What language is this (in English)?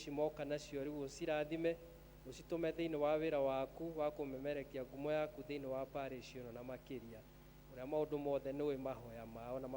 Kikuyu